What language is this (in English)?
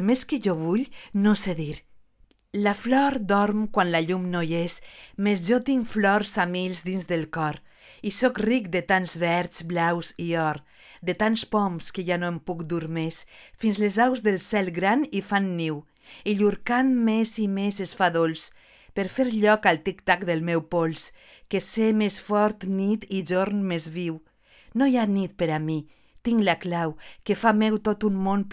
Catalan